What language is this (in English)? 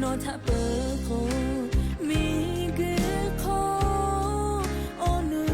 Lahu